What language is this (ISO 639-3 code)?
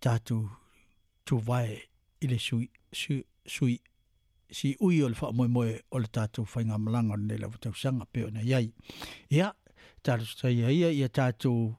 smo